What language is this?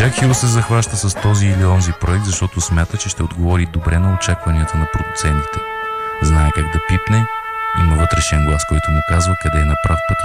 Bulgarian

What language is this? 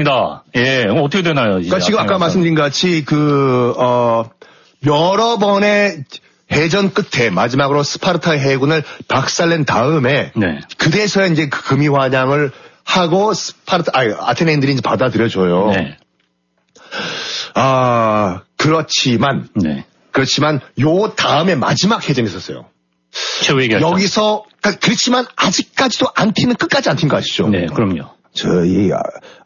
Korean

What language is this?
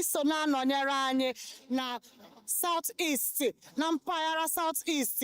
Igbo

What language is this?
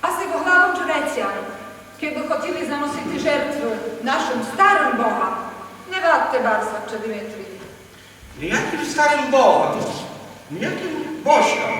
Rusyn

